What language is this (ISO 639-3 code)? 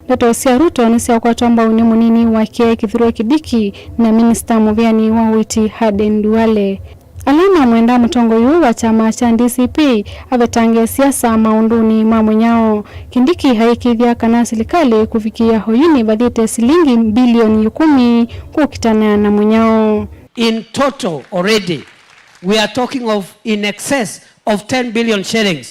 kam